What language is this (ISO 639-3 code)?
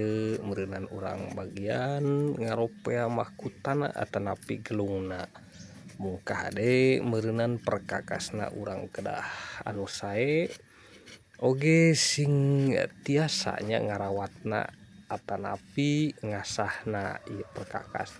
sun